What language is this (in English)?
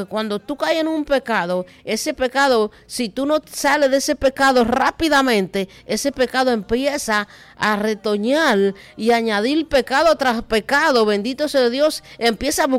Spanish